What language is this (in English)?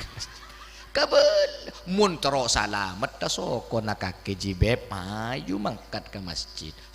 Madurese